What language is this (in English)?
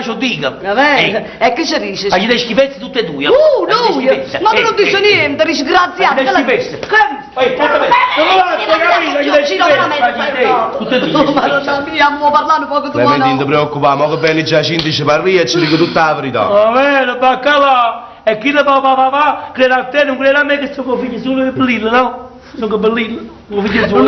Neapolitan